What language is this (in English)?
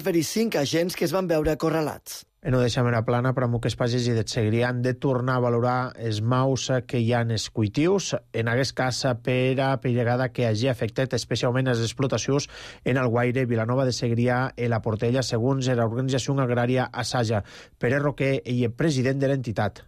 Catalan